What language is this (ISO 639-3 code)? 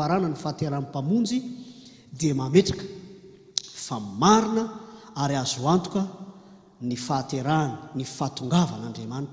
mlg